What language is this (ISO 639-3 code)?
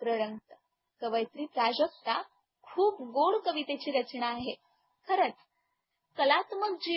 mar